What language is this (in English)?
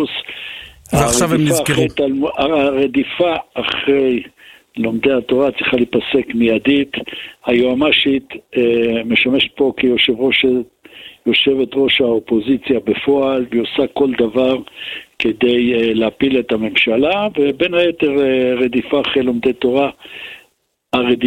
Hebrew